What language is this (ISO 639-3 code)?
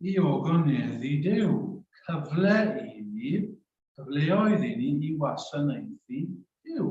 cym